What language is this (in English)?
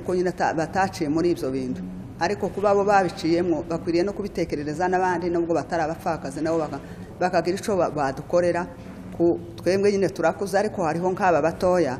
Kinyarwanda